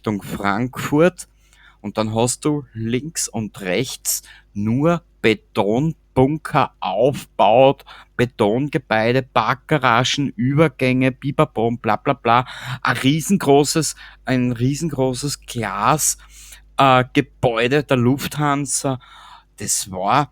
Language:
Bavarian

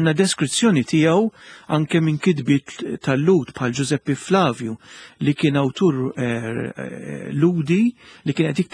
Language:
Maltese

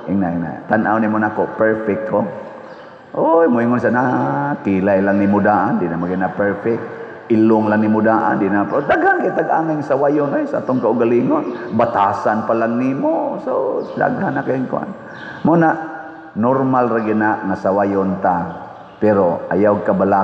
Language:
Cebuano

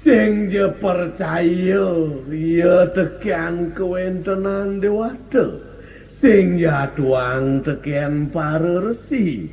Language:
Balinese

